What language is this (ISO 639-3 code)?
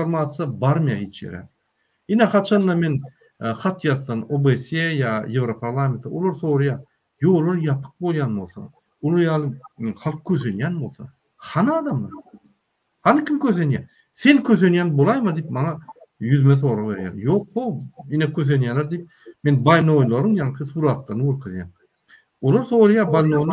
tuk